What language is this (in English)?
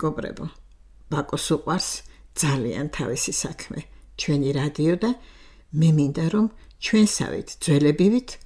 Georgian